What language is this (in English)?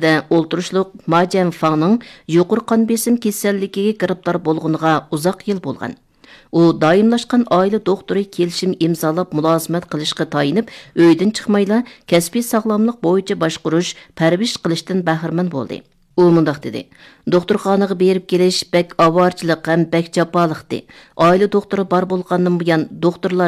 Uyghur